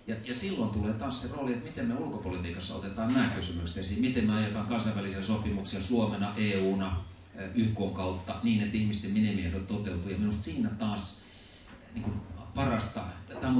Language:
Finnish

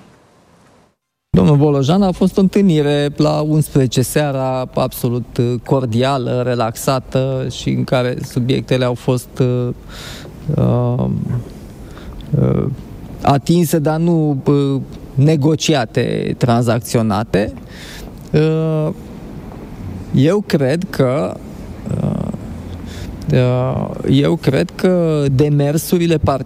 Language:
Romanian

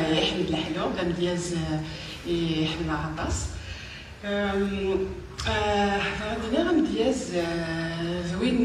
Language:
Kabyle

